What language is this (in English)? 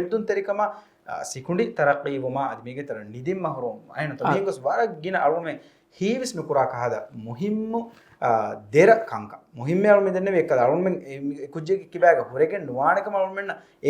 Divehi